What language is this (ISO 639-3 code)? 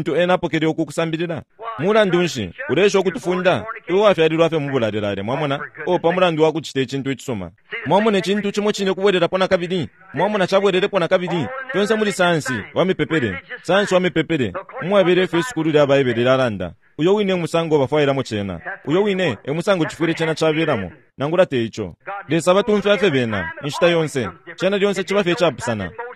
bem